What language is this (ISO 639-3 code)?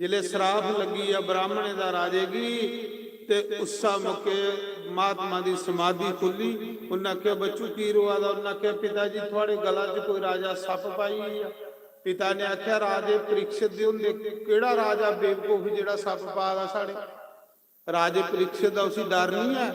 doi